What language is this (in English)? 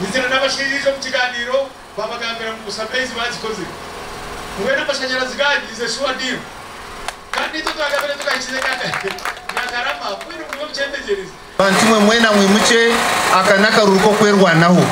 Nyankole